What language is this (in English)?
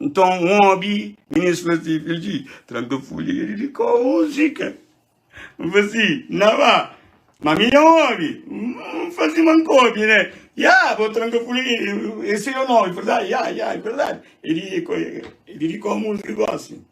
Kabuverdianu